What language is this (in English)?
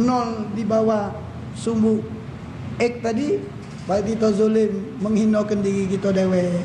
Musi